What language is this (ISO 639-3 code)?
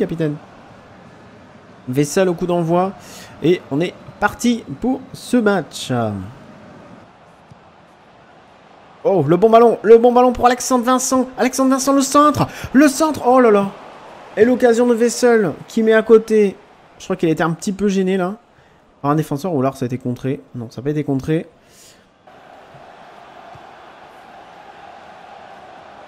fra